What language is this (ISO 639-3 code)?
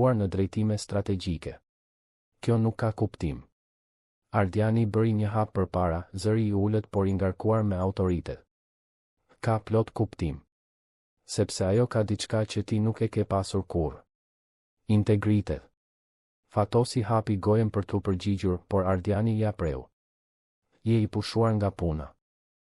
sqi